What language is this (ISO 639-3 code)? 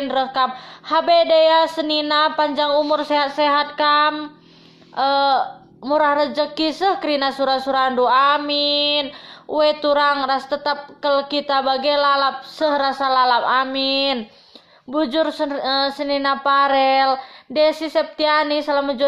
btx